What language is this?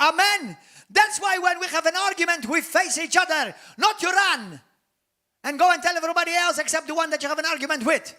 English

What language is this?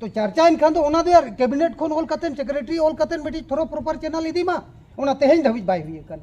Santali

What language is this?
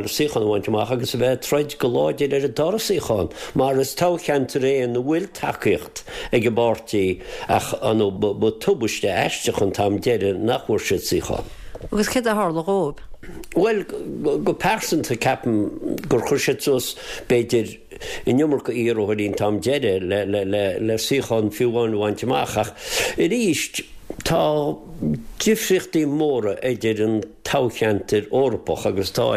Irish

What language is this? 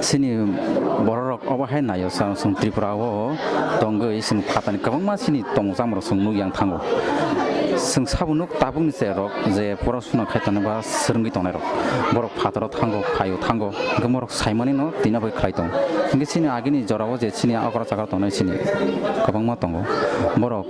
Kok Borok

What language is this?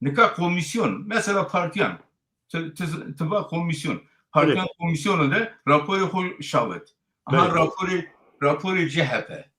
Zaza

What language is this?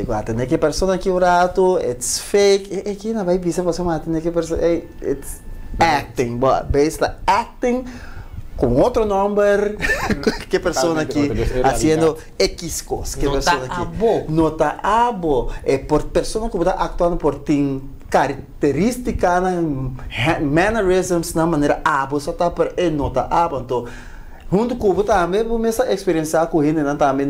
Papiamento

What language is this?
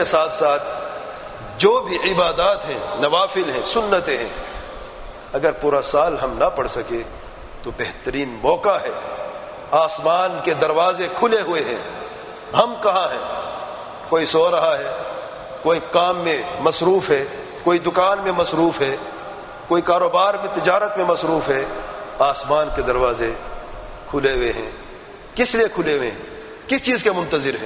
Urdu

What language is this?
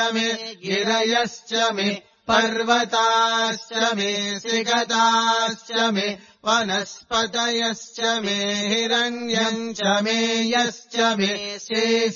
Sanskrit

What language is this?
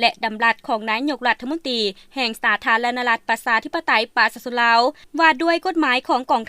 Lao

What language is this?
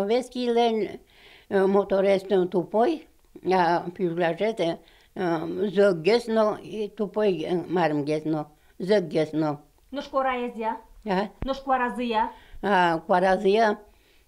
Udmurt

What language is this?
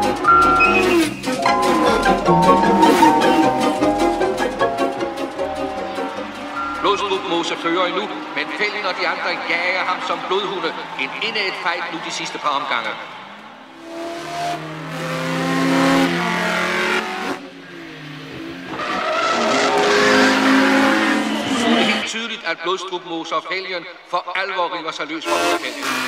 Danish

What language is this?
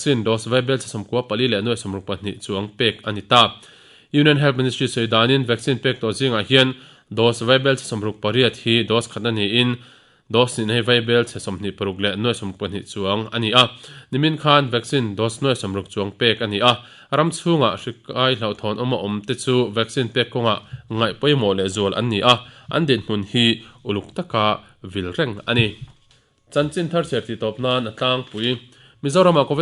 Mizo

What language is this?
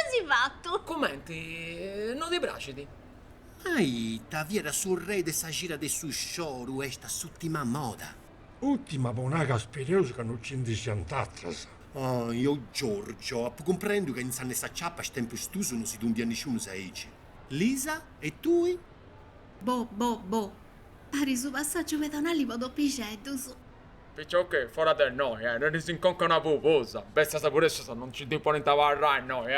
Sardinian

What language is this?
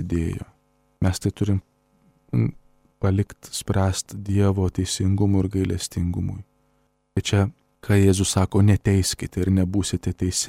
Lithuanian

